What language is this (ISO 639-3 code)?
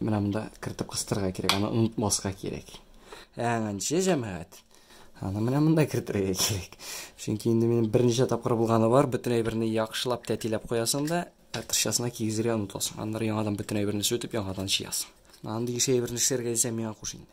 tat